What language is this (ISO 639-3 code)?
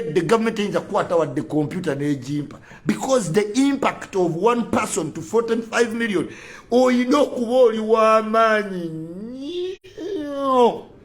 lug